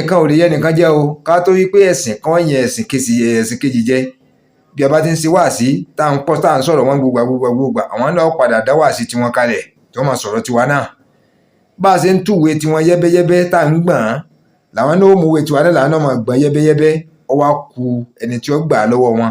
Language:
Yoruba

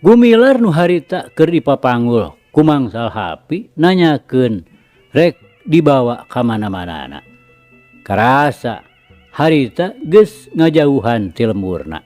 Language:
Sundanese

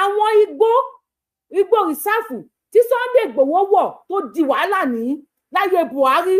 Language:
Yoruba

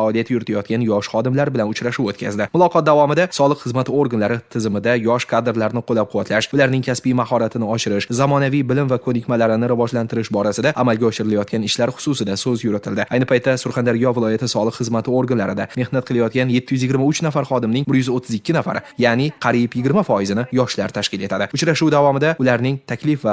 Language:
Uzbek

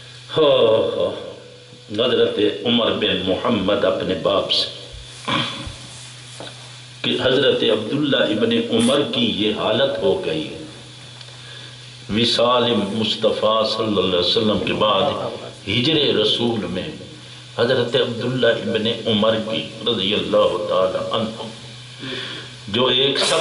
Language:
Urdu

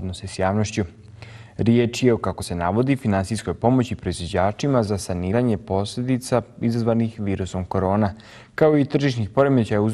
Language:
Bosnian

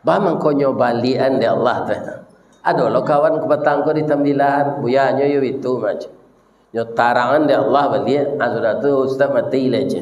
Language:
Minangkabau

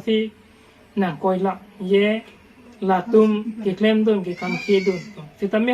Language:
Karbi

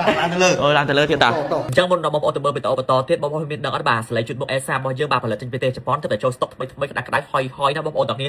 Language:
Khmer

